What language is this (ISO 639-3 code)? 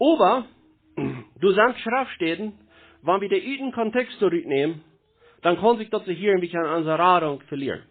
pdt